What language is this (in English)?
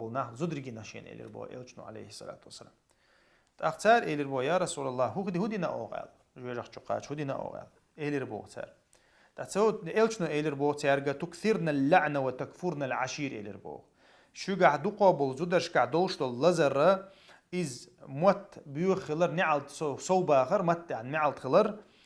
Chechen